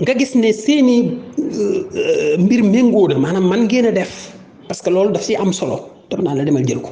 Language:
Wolof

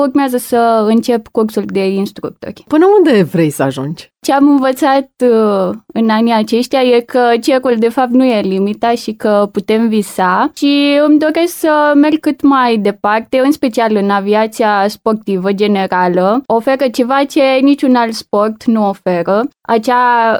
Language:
Romanian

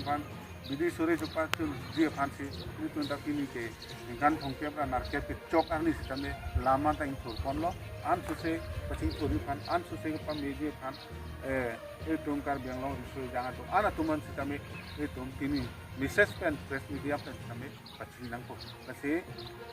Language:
Karbi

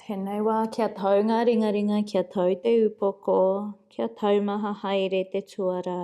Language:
Māori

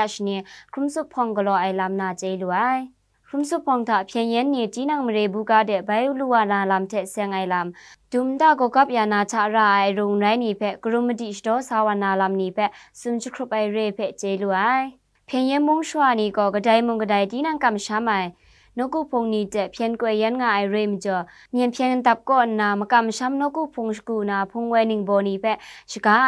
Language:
Kachin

